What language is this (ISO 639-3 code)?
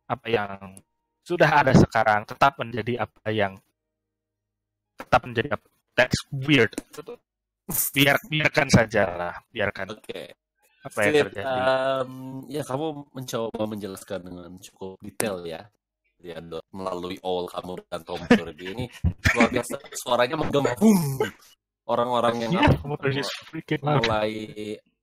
ind